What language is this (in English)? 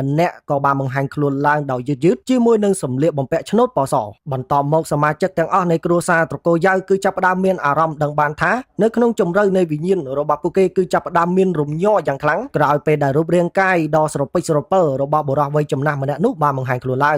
Khmer